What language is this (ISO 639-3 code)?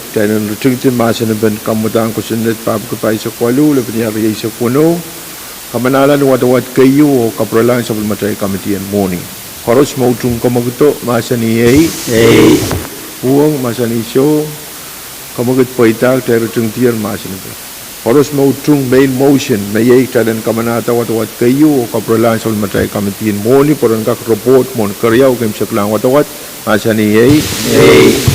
pon